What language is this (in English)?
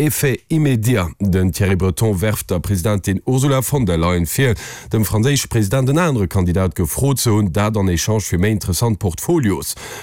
Luxembourgish